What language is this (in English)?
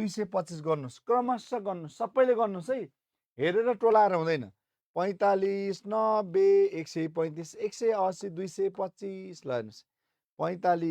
Nepali